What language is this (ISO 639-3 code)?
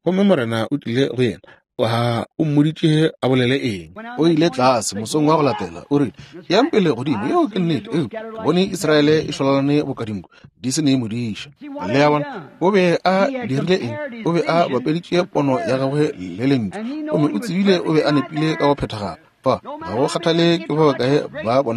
nso